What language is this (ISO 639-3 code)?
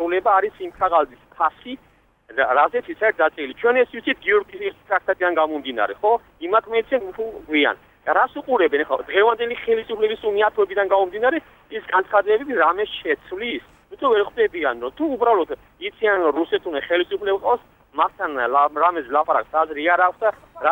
kat